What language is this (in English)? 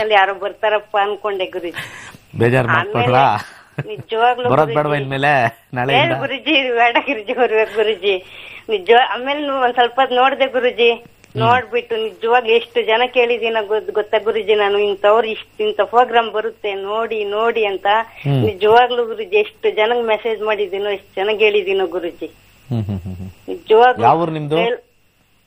Kannada